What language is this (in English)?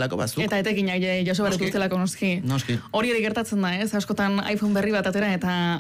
Basque